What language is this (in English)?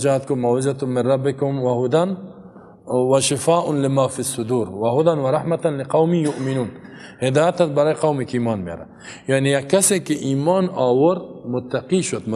Persian